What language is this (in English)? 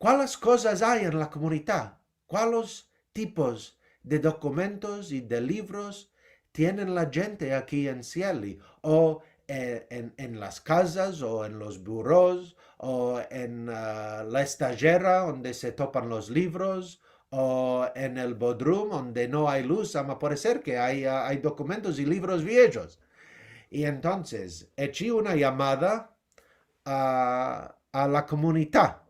Ladino